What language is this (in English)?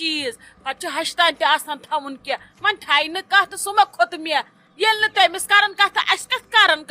Kashmiri